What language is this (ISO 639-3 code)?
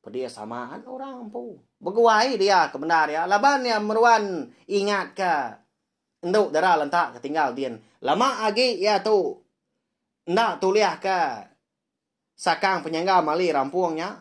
iba